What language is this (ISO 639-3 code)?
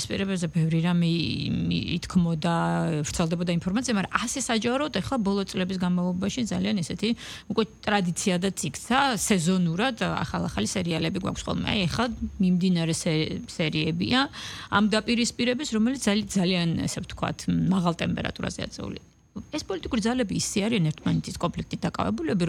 kat